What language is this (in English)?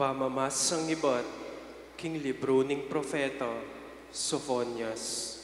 Pampanga